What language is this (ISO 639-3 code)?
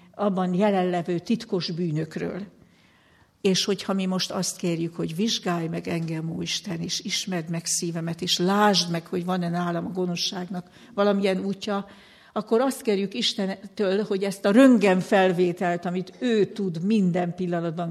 hun